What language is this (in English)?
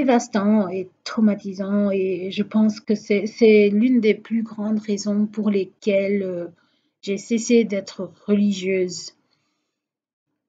French